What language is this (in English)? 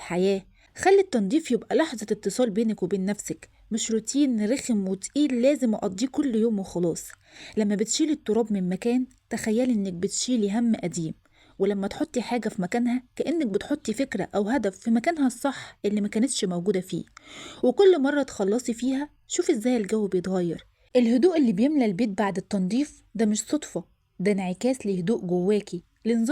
Egyptian Arabic